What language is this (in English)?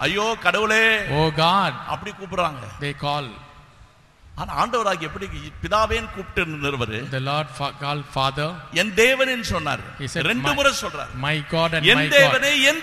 Tamil